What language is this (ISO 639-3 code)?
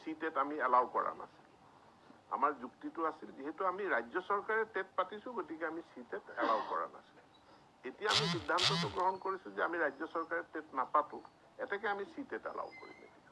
asm